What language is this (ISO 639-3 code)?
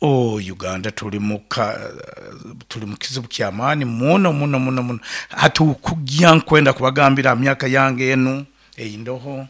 nyo